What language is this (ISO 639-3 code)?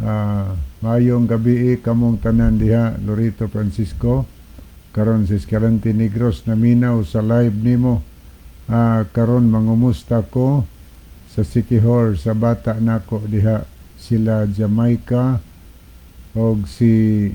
ceb